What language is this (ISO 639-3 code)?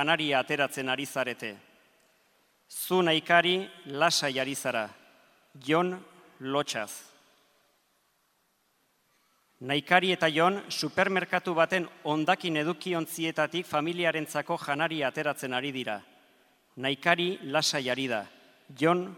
eus